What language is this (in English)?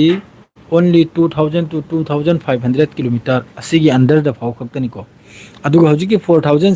Manipuri